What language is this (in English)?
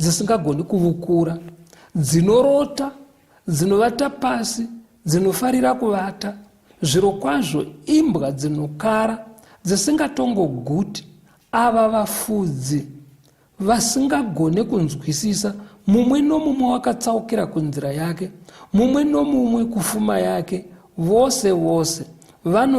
Shona